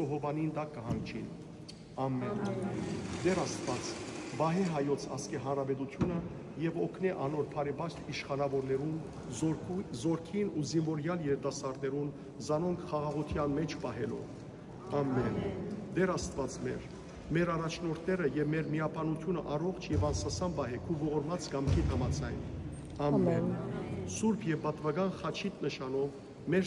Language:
Western Armenian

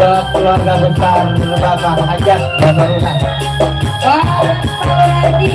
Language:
Betawi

